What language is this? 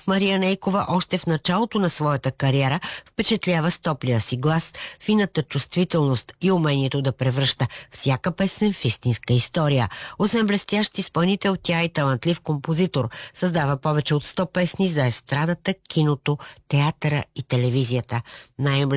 Bulgarian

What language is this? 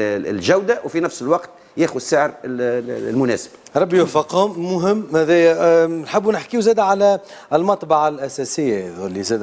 Tunisian Arabic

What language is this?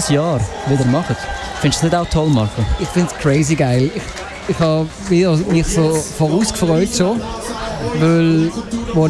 Swiss German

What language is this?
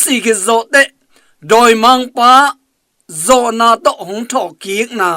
Tedim Chin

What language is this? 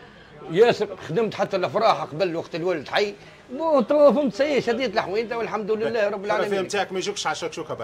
Tunisian Arabic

